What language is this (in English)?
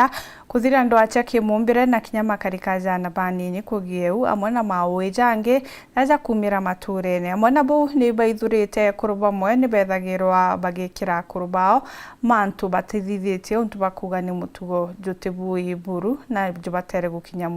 Meru